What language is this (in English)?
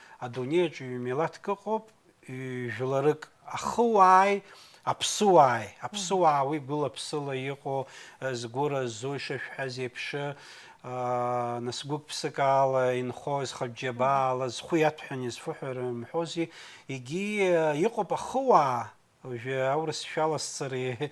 Abkhazian